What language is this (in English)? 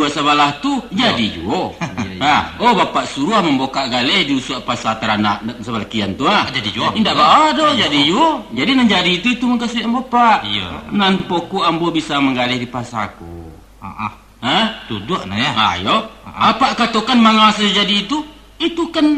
Minangkabau